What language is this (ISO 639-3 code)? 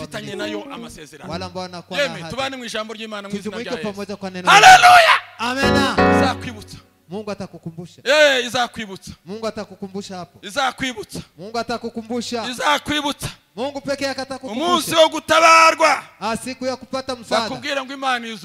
kin